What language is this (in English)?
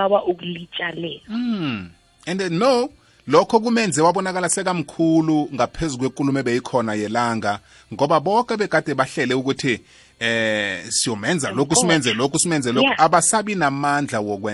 South Ndebele